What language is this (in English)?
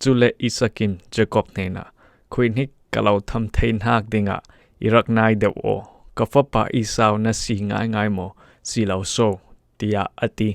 Falam Chin